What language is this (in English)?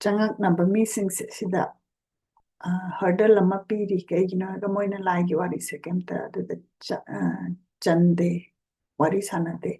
Manipuri